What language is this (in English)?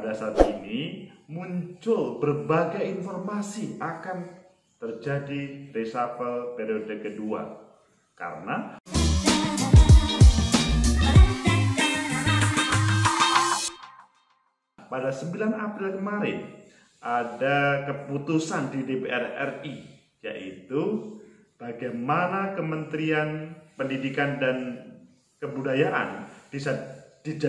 Indonesian